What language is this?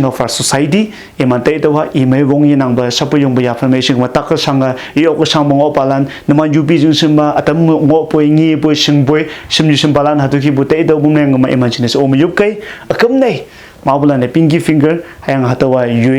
Konyak Naga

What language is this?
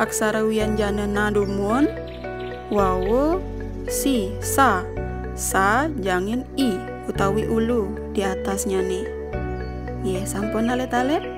Balinese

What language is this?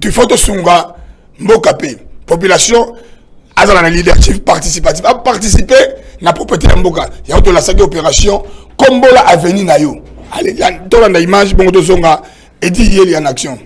Lingala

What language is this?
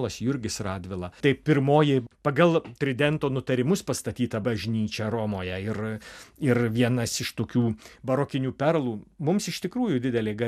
Lithuanian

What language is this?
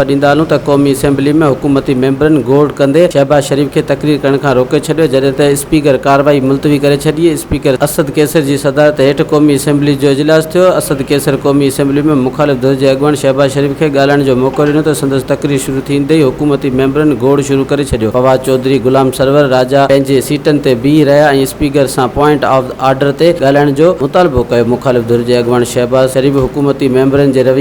Sindhi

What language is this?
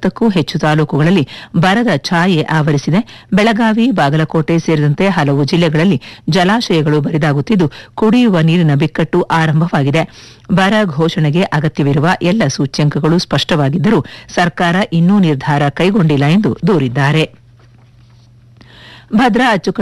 Kannada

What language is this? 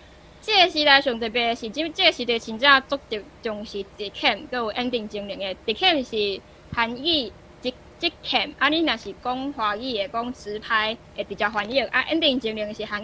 Min Nan Chinese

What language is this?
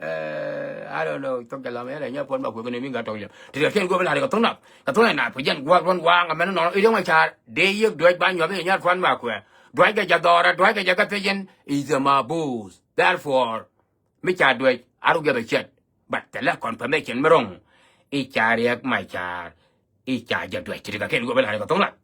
Nuer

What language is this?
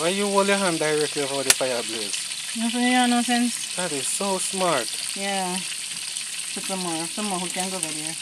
Jamaican Creole English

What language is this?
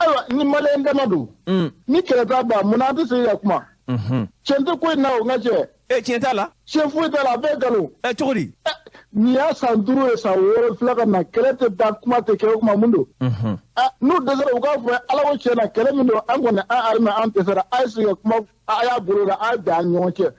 Bambara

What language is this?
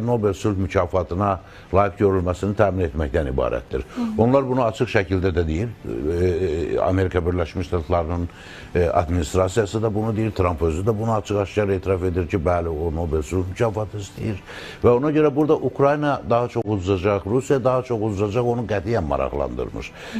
Azerbaijani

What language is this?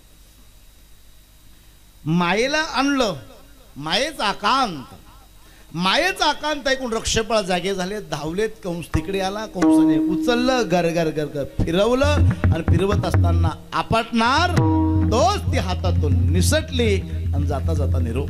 Marathi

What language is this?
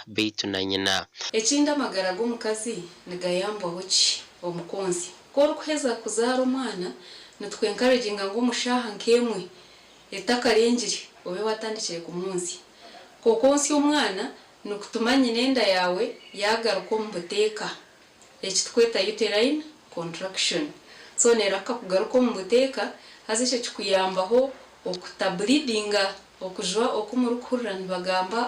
Nyankole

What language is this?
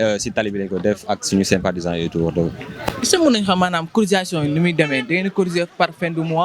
Wolof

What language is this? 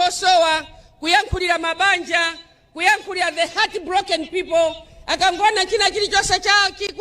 Nyanja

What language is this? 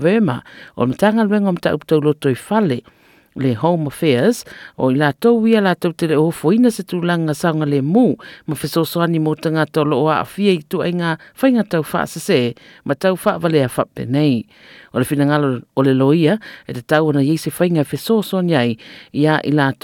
Samoan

